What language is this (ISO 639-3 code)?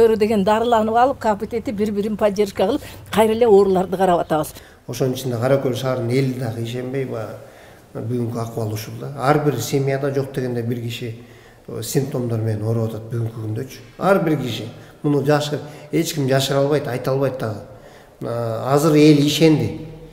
kir